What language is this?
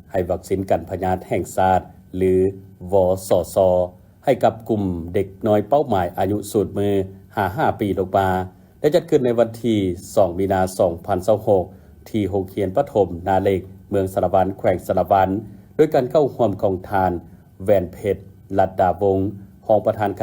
Lao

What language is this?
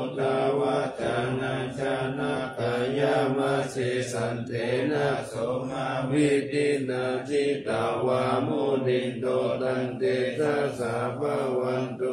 Pali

